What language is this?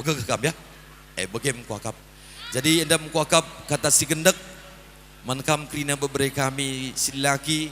Batak Karo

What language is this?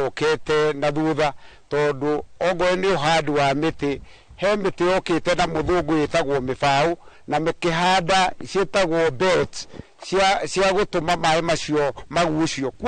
Kikuyu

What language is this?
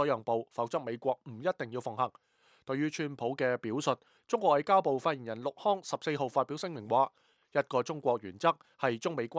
Cantonese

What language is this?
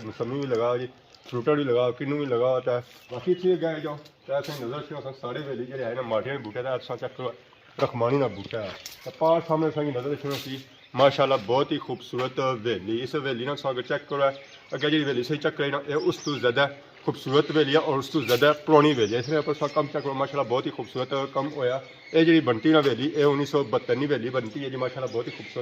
Pahari-Potwari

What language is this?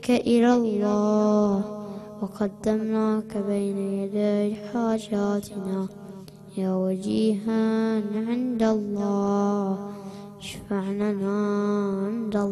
Arabic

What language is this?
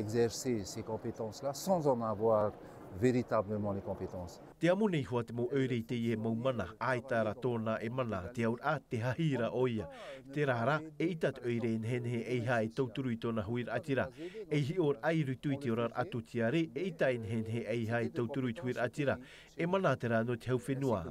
Tahitian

